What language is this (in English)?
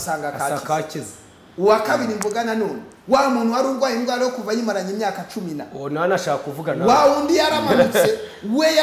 Kinyarwanda